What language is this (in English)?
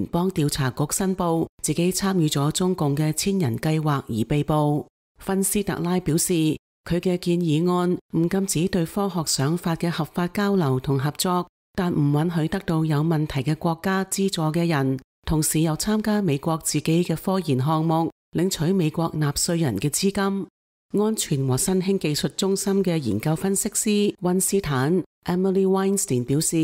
Cantonese